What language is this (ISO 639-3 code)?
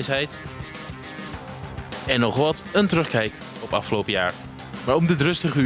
nld